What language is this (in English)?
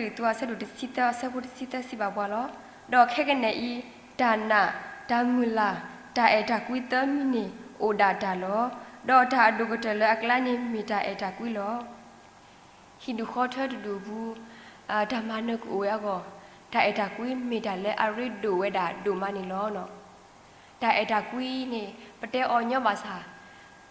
S'gaw Karen